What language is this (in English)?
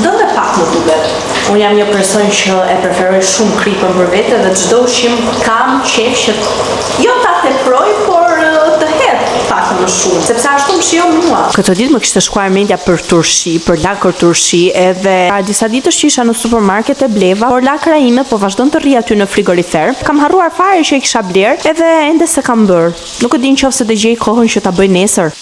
Albanian